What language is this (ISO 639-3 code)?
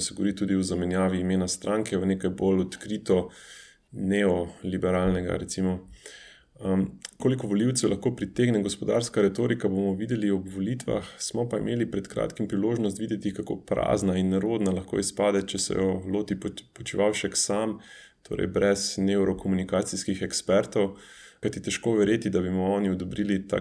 slv